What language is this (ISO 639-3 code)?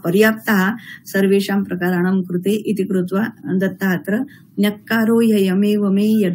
san